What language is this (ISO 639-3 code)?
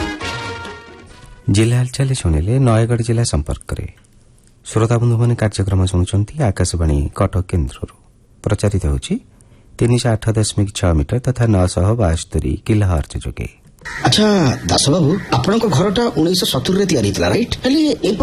ori